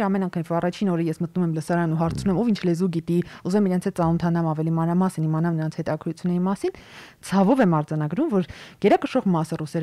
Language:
Armenian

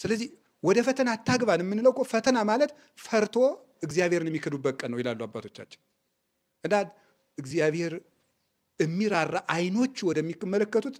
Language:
Amharic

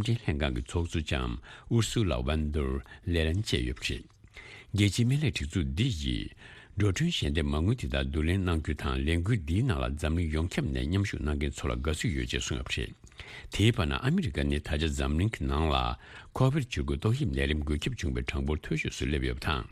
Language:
Tibetan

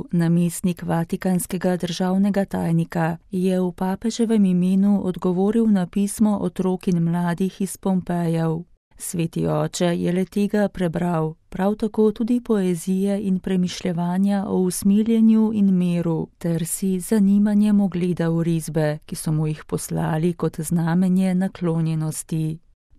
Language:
Slovenian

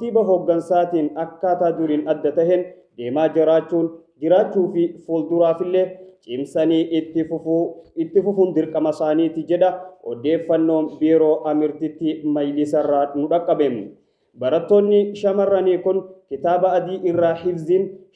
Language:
Oromo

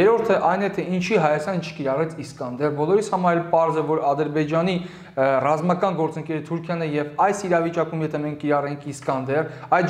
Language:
Armenian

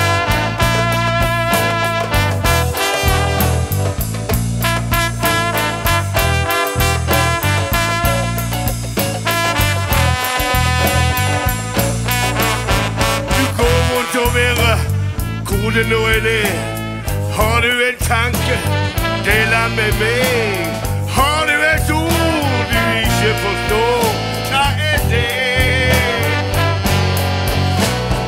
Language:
Norwegian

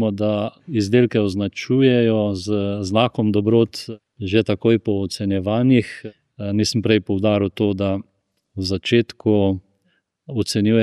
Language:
Slovenian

